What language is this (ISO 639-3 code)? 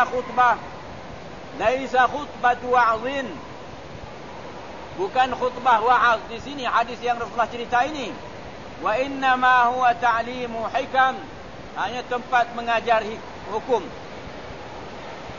msa